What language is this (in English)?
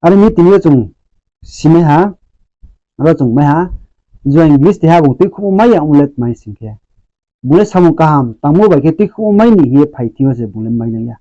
Riang (India)